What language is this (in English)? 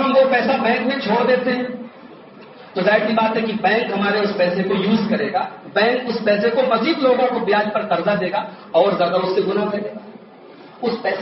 Urdu